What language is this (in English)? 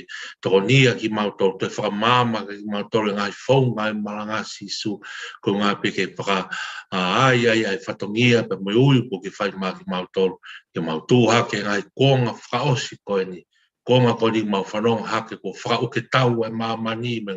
Tongan